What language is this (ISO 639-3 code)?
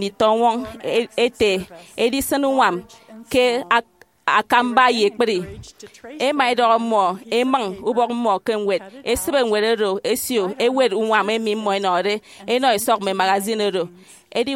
efi